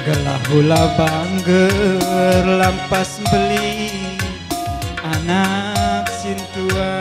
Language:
Batak Karo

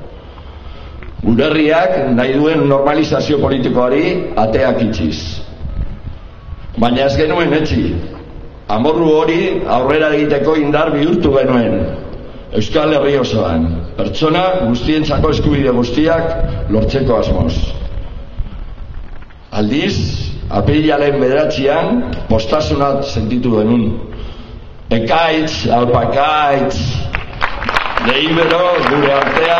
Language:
Basque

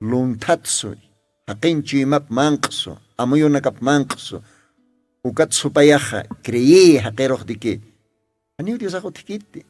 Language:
Aymara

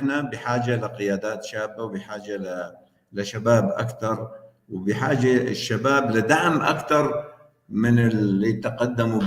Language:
North Levantine Arabic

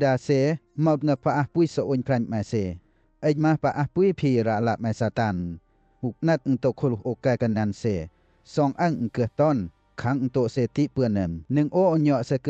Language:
Western Lawa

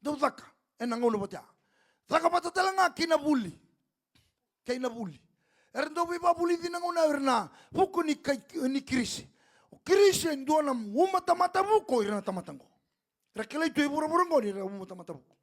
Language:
Fijian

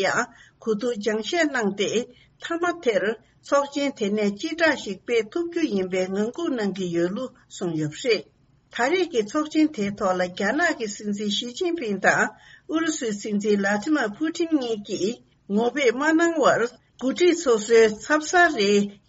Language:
Tibetan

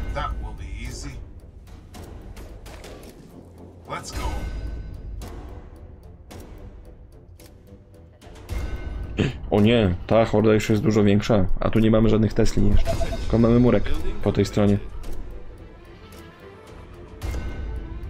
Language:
Polish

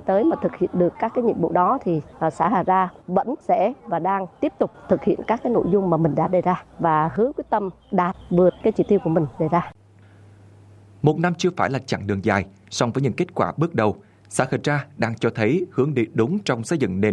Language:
Vietnamese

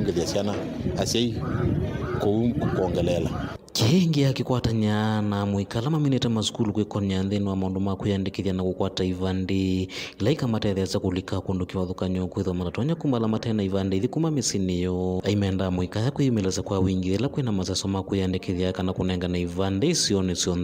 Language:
Kamba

